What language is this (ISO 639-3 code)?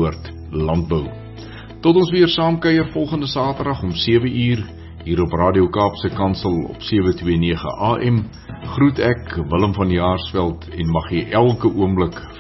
afr